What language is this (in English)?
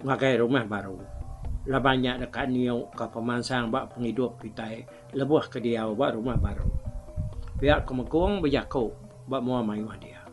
Iban